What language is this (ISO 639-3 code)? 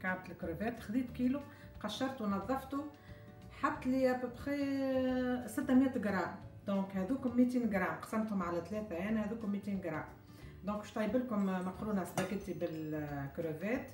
aeb